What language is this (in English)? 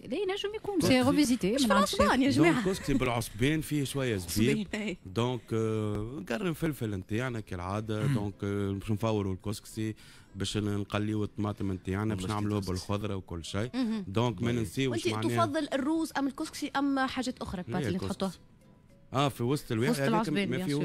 Tunisian Arabic